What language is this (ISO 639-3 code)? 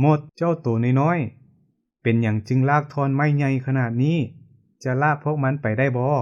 lao